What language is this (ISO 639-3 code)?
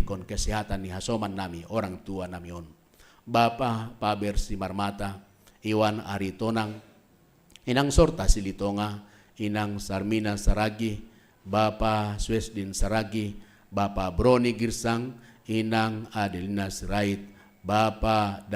bts